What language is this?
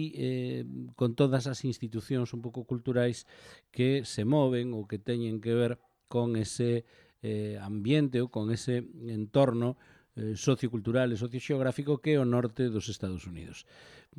Galician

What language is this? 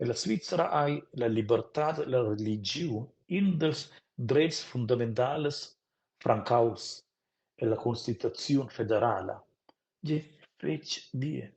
Romansh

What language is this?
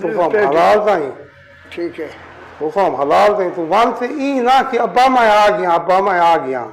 Saraiki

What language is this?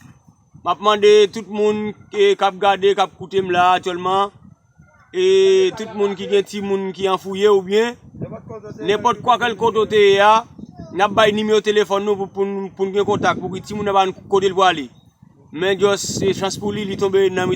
Haitian Creole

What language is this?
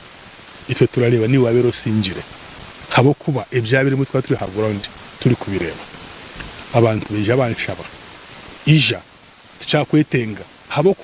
Nyankole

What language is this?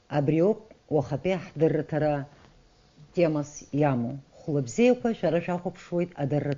Abkhazian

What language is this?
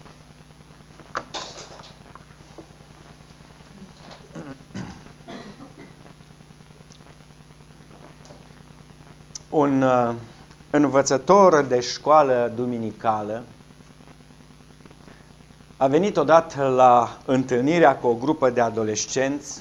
Romanian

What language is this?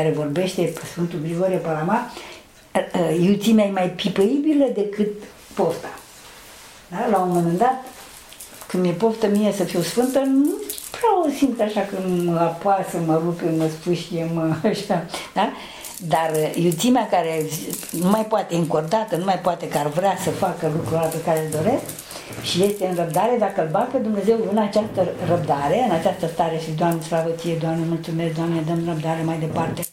Romanian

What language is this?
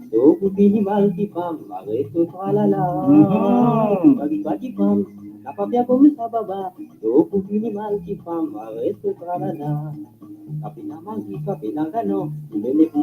Morisyen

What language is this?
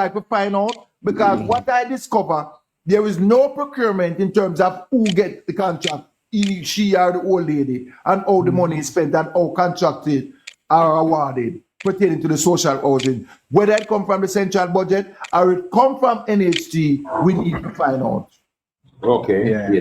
Jamaican Creole English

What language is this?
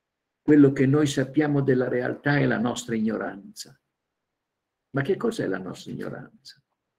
Italian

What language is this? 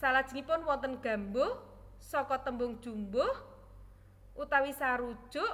Javanese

